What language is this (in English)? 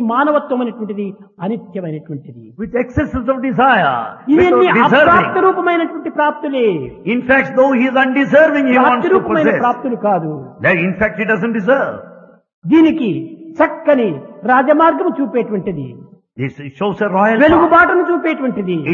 Telugu